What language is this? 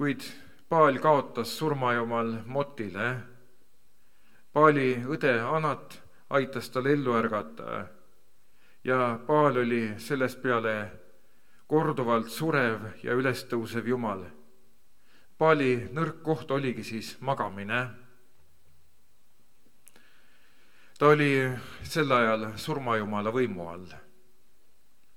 Estonian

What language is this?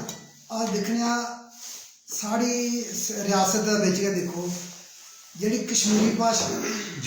Dogri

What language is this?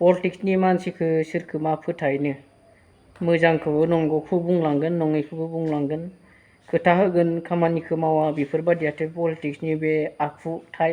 Bodo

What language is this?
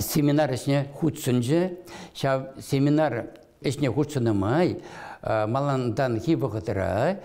Chuvash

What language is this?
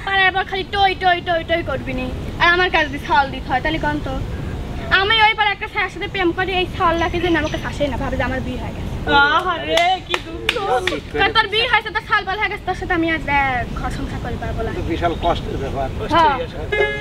Bangla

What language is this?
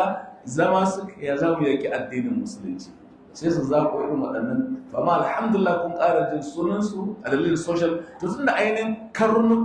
Hausa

